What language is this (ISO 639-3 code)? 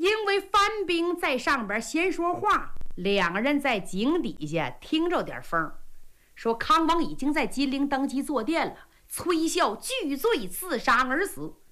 zho